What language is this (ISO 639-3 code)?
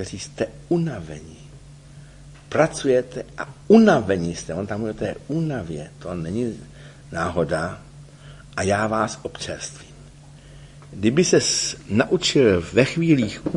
ces